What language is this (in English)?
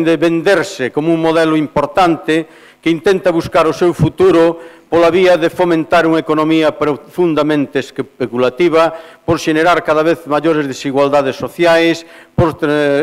Galician